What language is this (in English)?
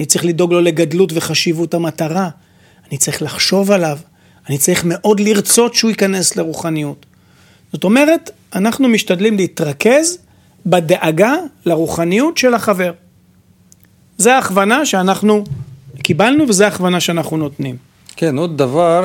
Hebrew